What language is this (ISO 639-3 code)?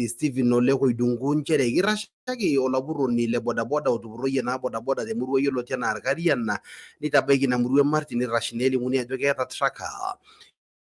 mas